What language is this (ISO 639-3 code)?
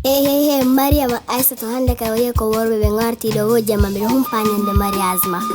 ful